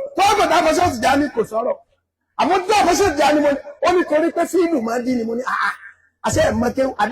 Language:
Yoruba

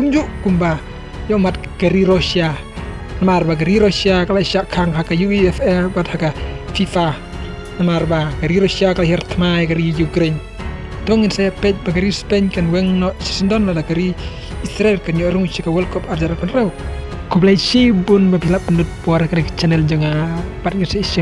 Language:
Khasi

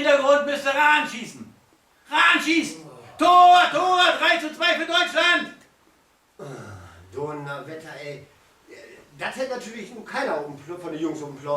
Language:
Low German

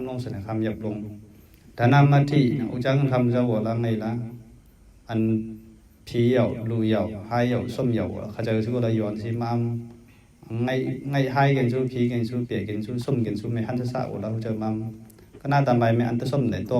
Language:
Mon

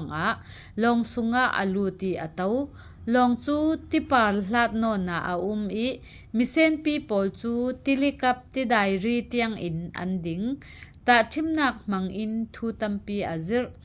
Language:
Falam Chin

